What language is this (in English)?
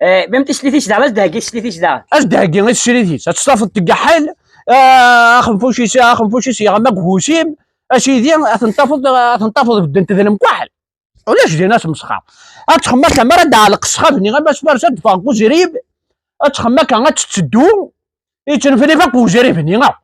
Kabyle